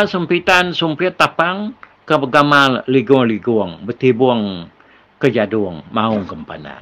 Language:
Iban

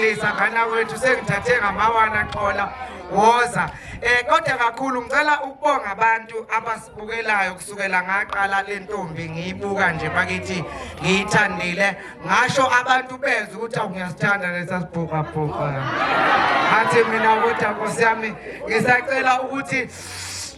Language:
Zulu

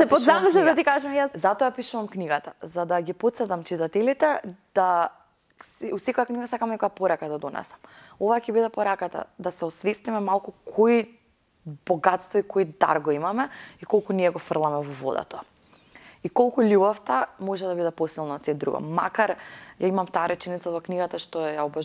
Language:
Macedonian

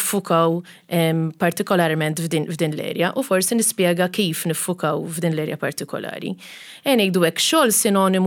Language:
Maltese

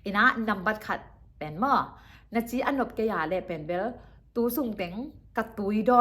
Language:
Tedim Chin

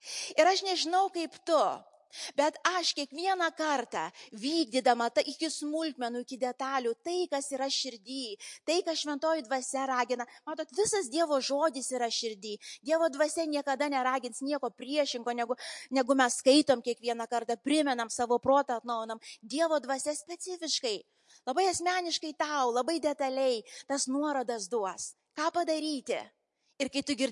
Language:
Lithuanian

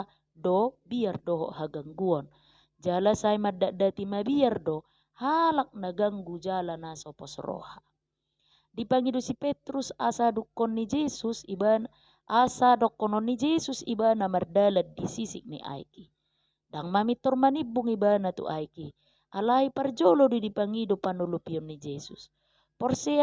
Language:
Batak Toba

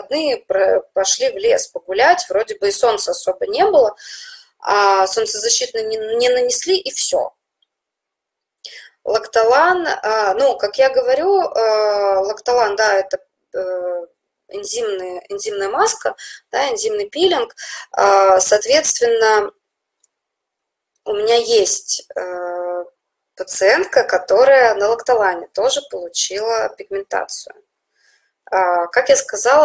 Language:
Russian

